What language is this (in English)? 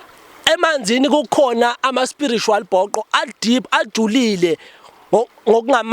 Zulu